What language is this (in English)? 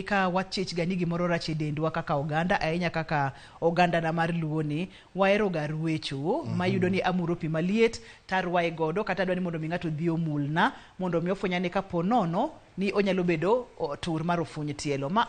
Luo (Kenya and Tanzania)